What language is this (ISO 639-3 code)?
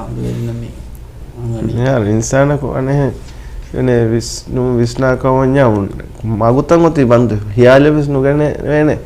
div